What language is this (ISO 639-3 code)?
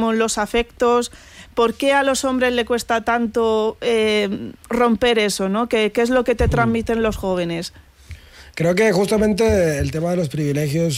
spa